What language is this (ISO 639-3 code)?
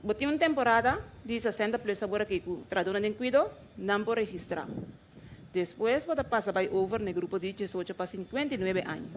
pap